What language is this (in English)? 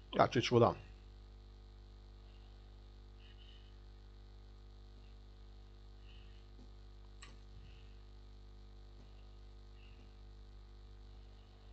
Croatian